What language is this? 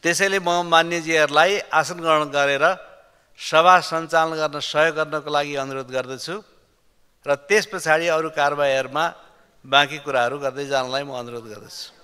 Nepali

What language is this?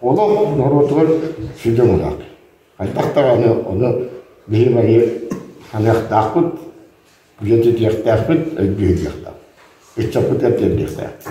Yakut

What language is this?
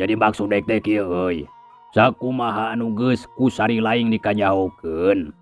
Sundanese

